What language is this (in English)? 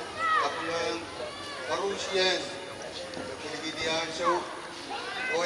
Pohnpeian